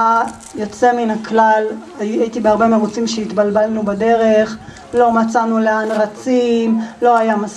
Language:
Hebrew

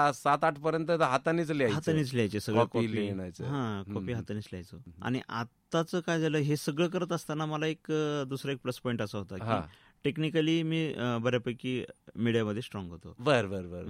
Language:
Marathi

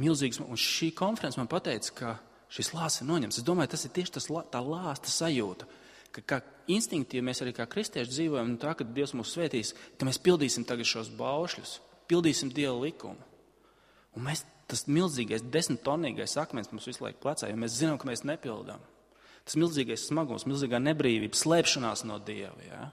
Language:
Latvian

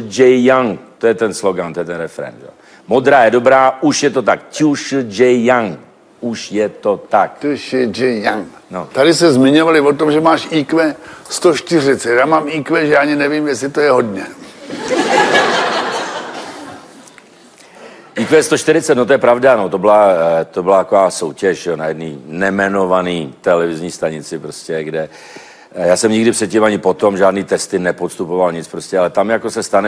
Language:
Czech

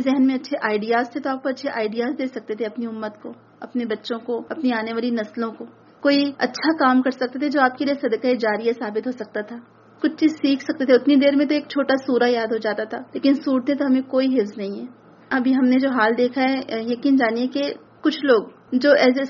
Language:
Urdu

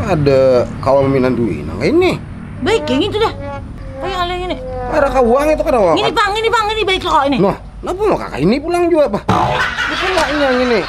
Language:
Banjar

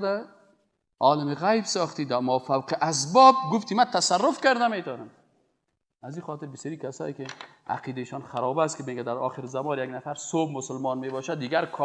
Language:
Persian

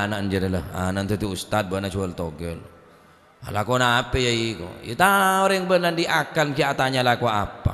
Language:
Madurese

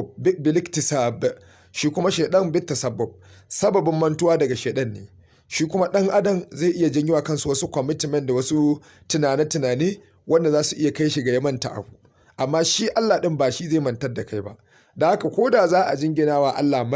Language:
Hausa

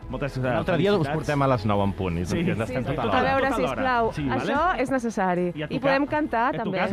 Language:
Catalan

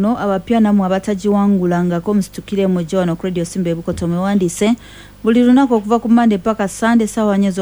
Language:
Ganda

